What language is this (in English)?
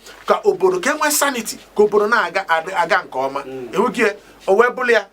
Igbo